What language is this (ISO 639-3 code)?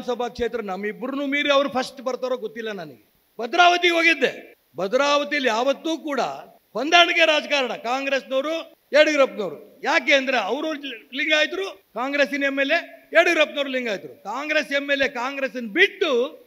kan